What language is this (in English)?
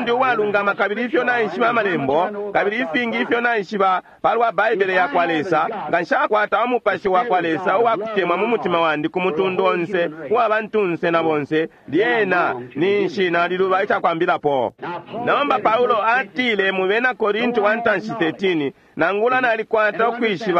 Bemba